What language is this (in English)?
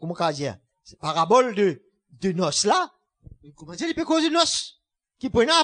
Morisyen